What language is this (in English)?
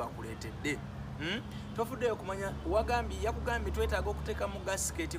Ganda